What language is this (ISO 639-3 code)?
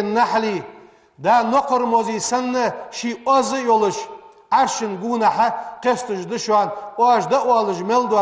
inh